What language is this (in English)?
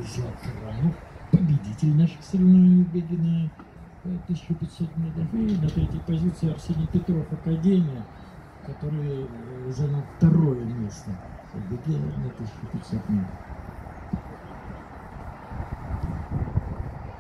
Russian